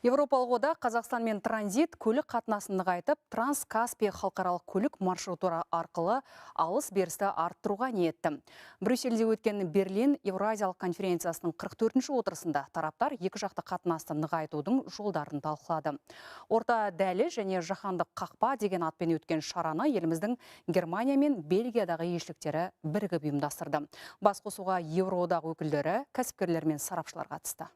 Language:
Kazakh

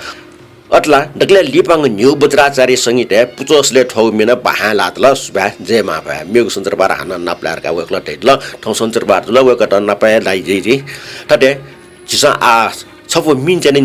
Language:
Newari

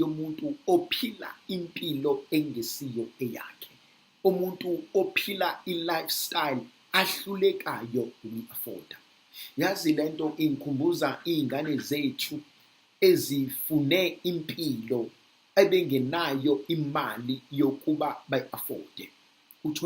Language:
Zulu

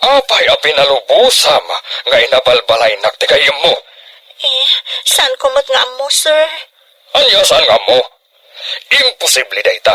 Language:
Iloko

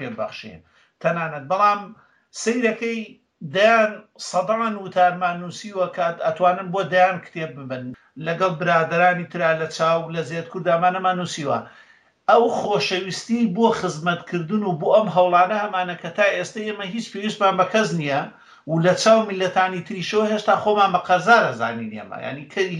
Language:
Central Kurdish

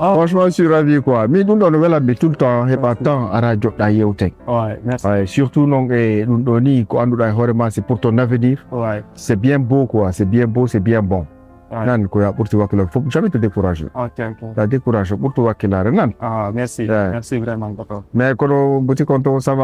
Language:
Fula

